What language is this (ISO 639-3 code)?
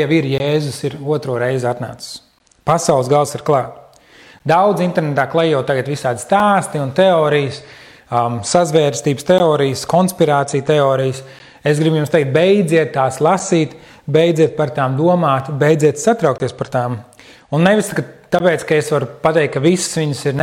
lav